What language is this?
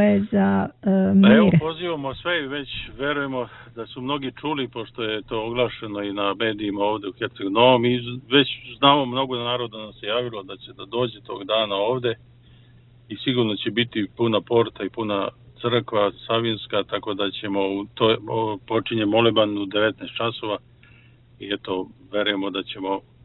Serbian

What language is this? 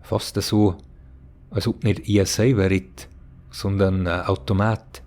Bavarian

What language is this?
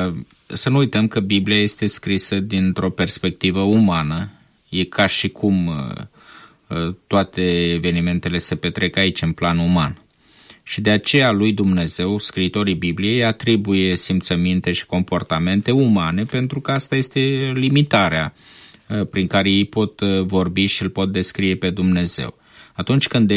Romanian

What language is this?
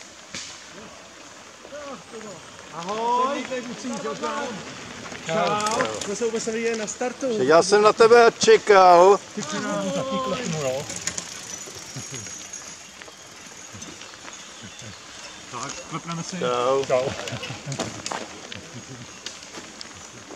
Czech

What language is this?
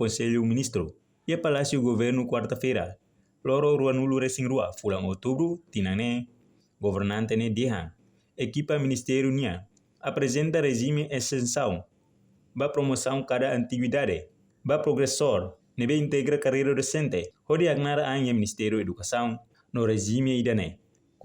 Tetum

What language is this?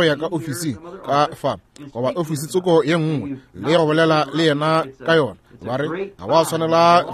Northern Sotho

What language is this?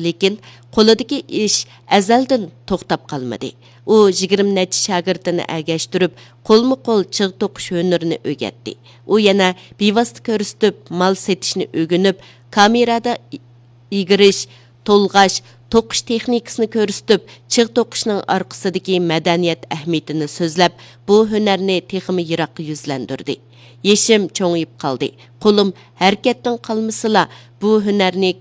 Uyghur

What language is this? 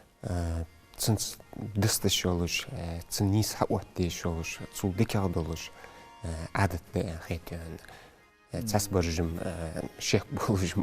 Ingush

